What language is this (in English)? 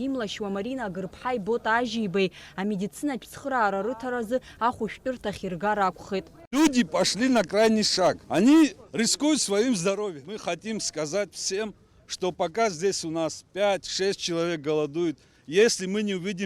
Abkhazian